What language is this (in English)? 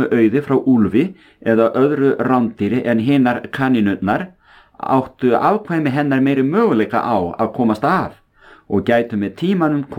Icelandic